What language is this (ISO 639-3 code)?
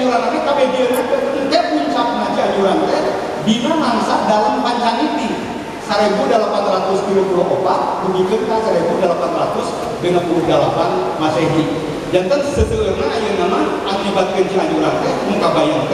sun